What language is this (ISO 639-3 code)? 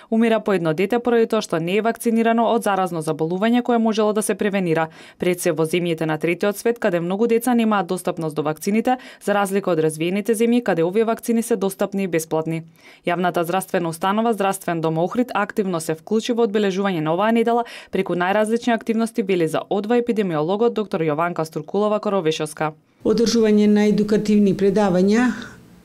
mkd